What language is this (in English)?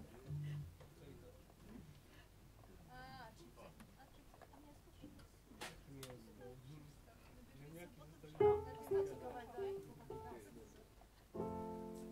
Polish